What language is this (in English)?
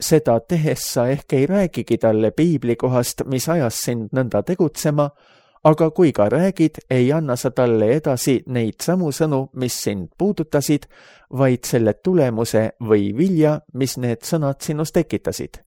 Estonian